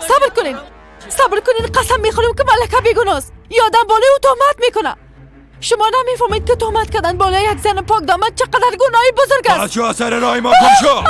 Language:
Persian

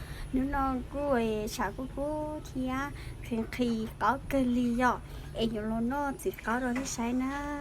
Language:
Hmong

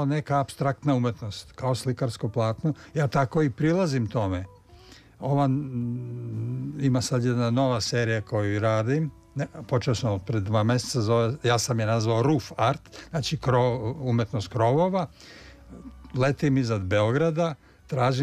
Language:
Serbian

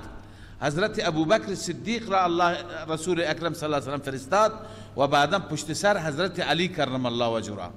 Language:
Persian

